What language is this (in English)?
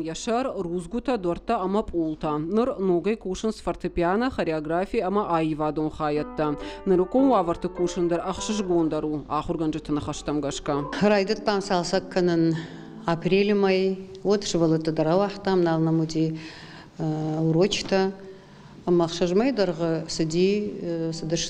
Ossetic